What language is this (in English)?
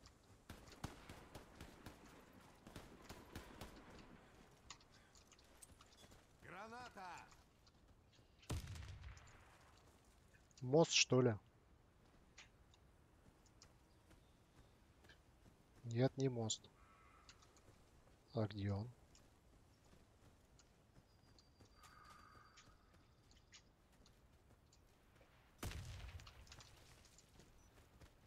Russian